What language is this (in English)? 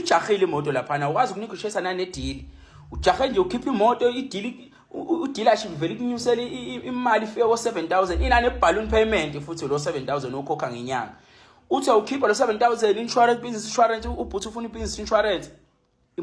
Zulu